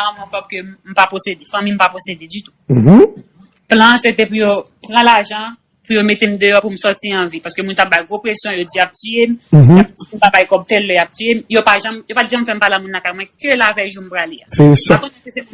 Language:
Haitian Creole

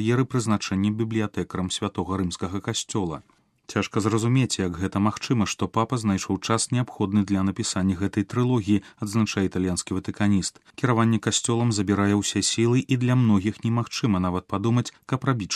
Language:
Belarusian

